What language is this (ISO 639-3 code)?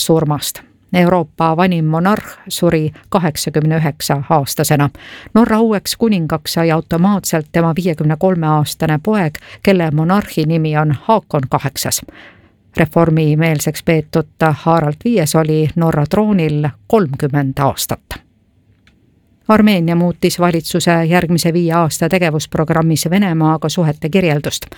est